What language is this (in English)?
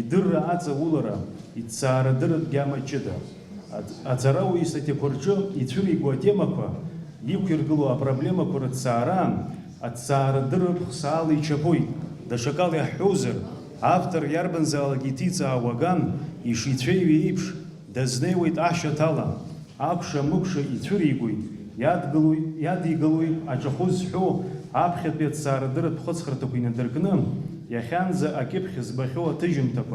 Abkhazian